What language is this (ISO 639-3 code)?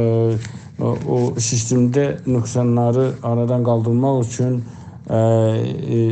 azb